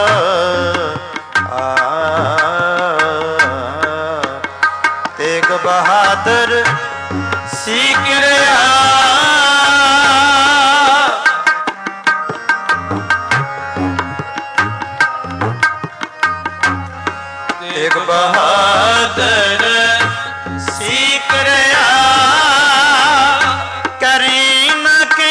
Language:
Punjabi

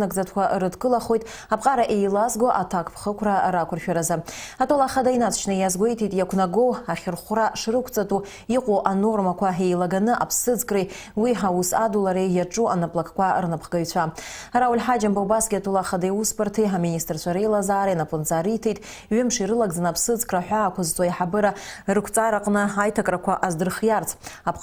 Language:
Abkhazian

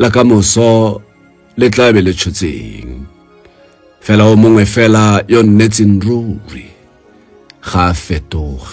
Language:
Tswana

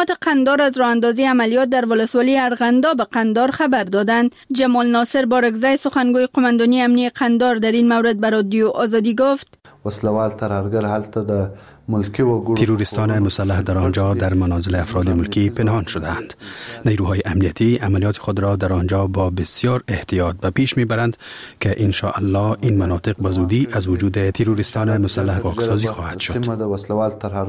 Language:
Persian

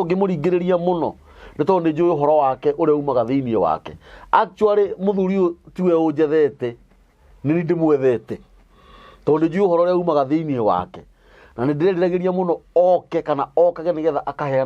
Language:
Kikuyu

